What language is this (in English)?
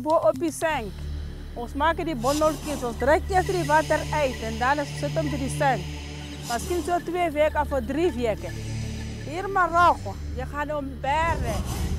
Afrikaans